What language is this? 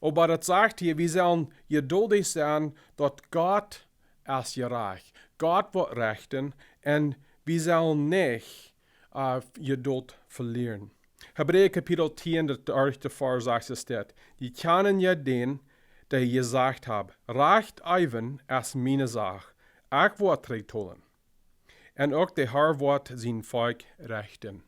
Plautdietsch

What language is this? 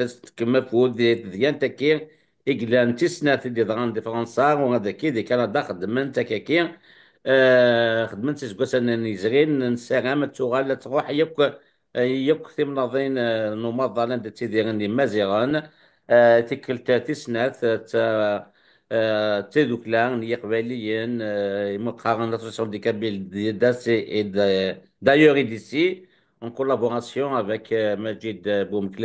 Kabyle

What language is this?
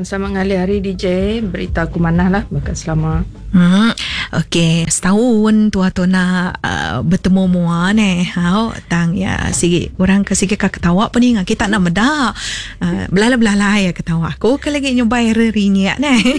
Iban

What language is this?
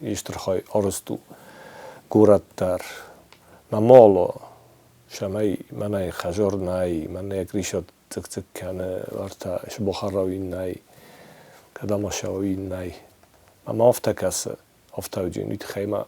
Ossetic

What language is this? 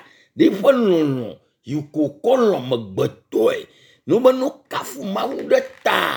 Ewe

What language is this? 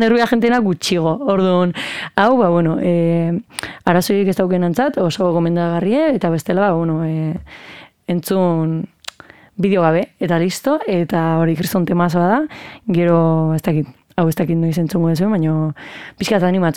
Basque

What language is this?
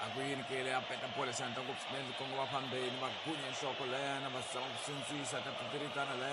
Tsonga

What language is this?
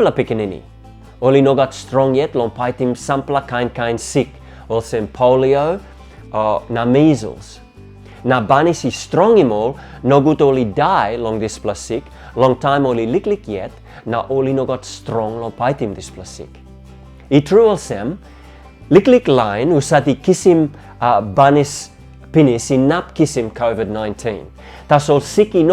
Tok Pisin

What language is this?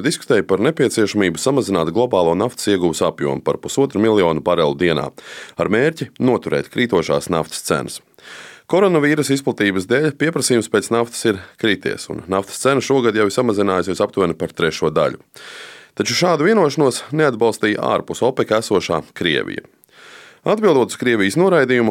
Latvian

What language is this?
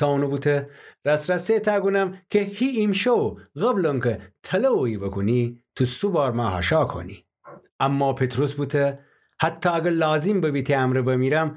Gilaki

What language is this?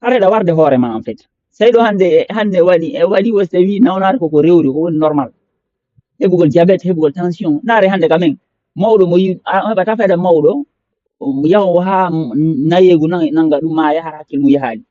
Fula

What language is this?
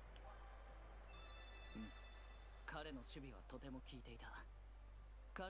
Japanese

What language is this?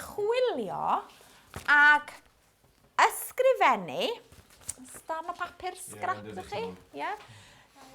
Welsh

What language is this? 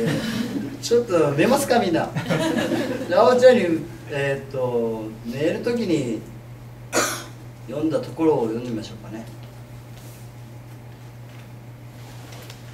Japanese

